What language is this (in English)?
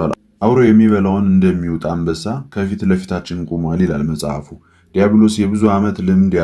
Amharic